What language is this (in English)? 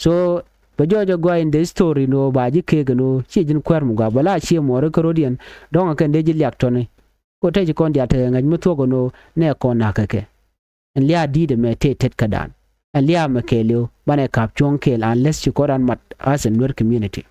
Nuer